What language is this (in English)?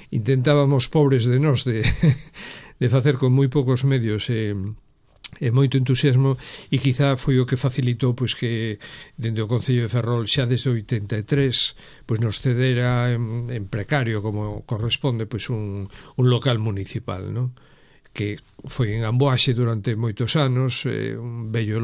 Galician